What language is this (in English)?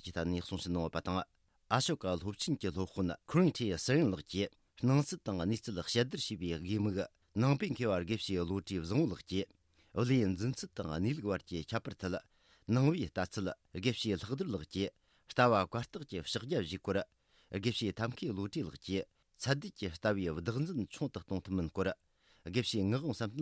Tibetan